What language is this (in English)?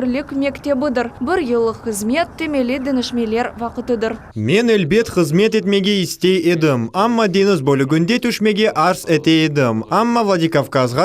Crimean Tatar